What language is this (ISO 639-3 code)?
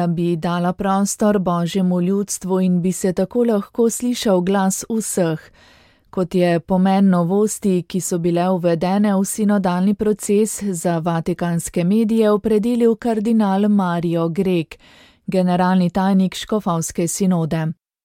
slv